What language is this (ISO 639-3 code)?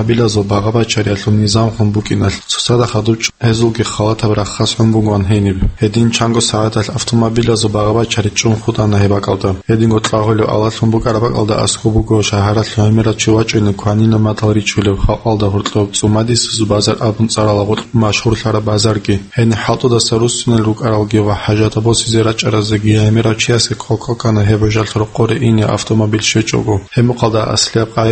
ava